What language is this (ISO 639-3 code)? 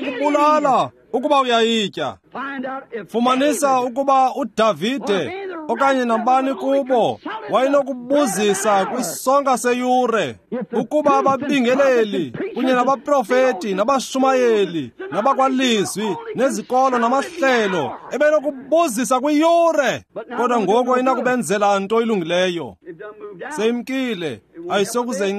xho